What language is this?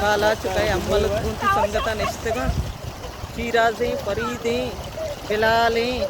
Baluchi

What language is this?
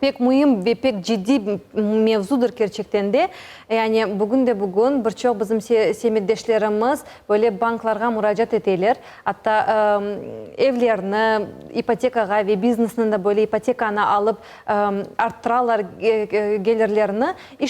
Crimean Tatar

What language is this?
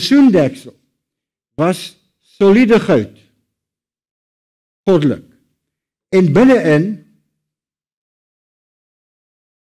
Afrikaans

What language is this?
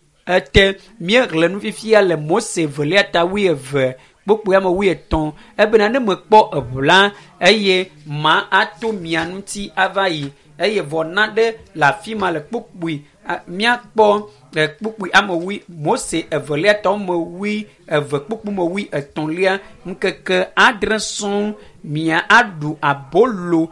Ewe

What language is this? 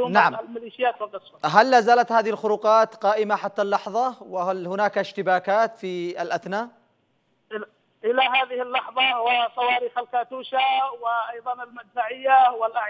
Arabic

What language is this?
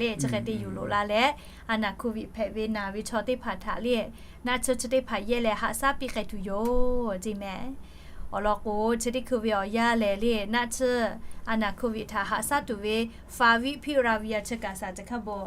Lahu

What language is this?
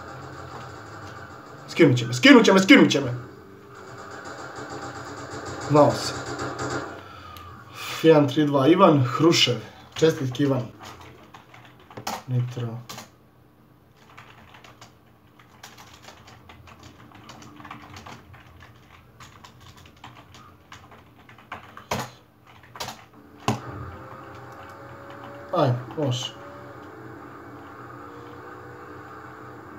Croatian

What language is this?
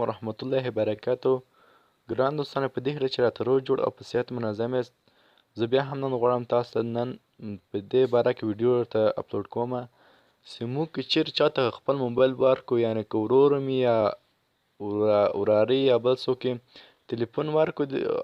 Pashto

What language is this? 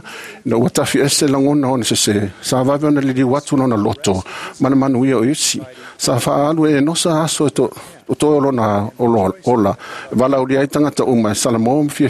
Samoan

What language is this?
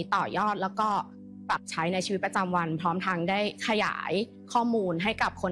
Thai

